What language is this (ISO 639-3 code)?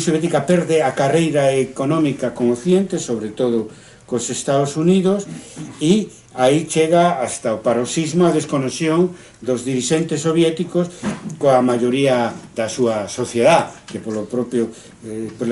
glg